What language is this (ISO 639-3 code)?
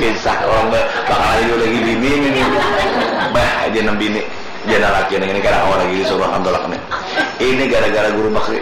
bjn